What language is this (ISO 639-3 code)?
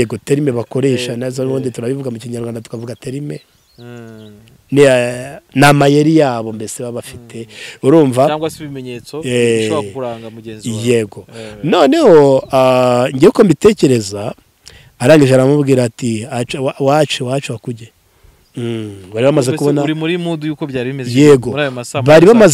kin